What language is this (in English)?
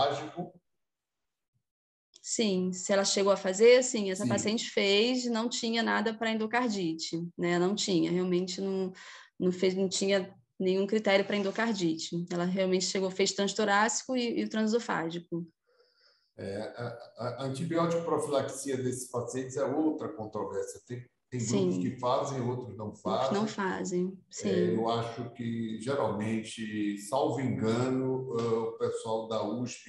Portuguese